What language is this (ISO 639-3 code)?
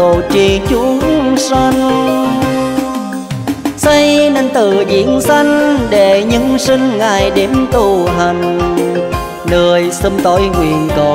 vie